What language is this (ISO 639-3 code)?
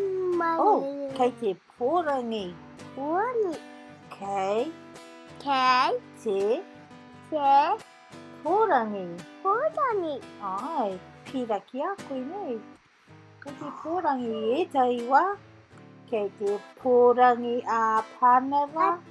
mri